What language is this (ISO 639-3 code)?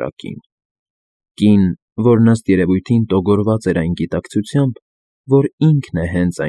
hye